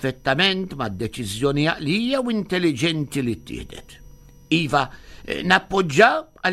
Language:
Maltese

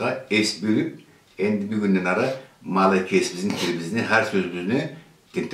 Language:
Karachay-Balkar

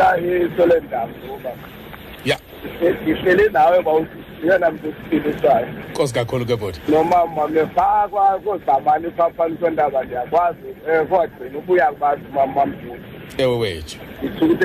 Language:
Xhosa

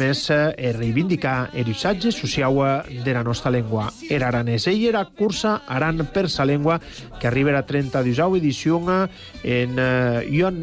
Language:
Catalan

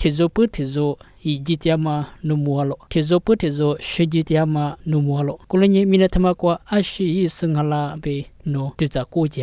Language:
Lisu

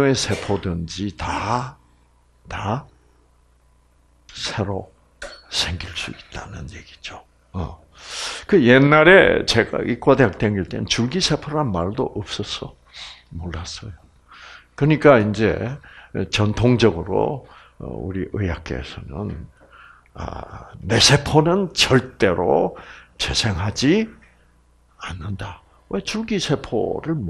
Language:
Korean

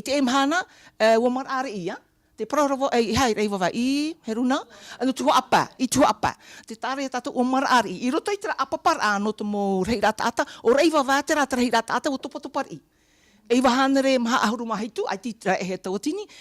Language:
Tahitian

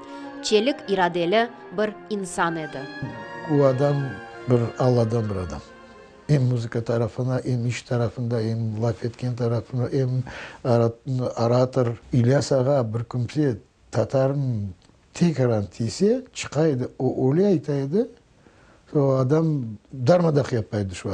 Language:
Crimean Tatar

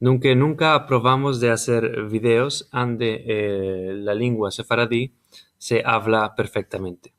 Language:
Ladino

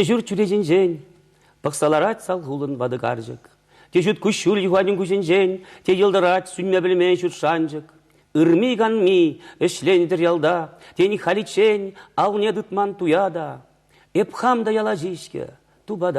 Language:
Chuvash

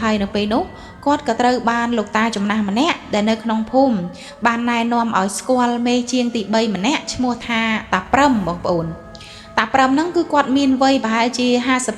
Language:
Khmer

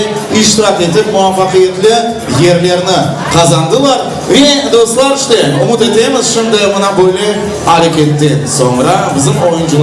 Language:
Crimean Tatar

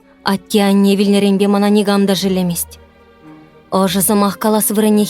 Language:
Chuvash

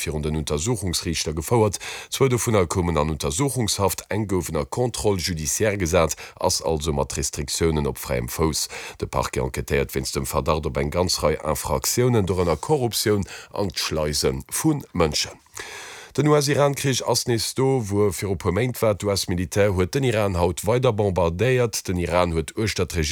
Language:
Luxembourgish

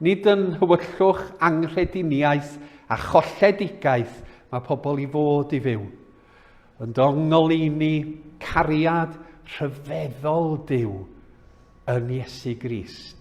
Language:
Welsh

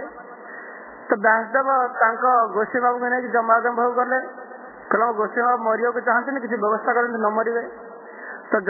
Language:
Odia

